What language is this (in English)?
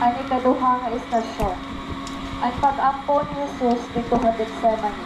Waray